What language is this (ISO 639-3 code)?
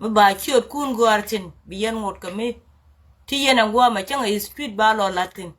nus